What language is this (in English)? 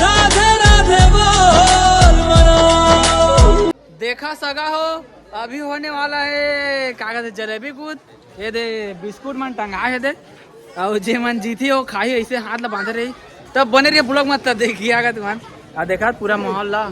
Chhattisgarhi